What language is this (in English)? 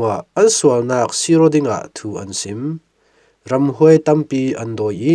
Falam Chin